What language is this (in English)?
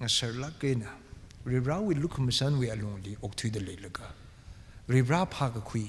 Tangkhul Naga (India)